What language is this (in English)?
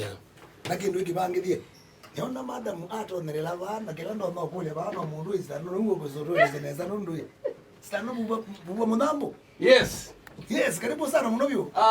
Kamba